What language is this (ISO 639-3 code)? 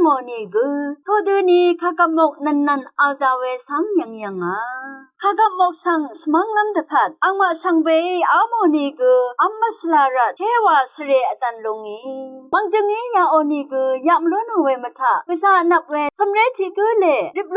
raw